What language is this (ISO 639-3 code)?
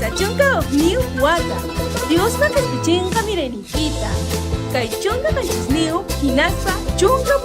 quy